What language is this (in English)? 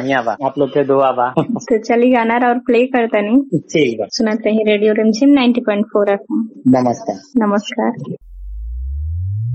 Bhojpuri